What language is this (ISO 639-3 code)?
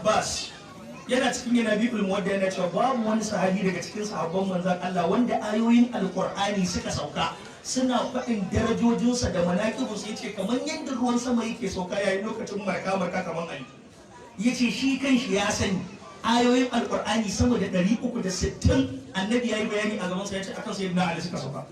hau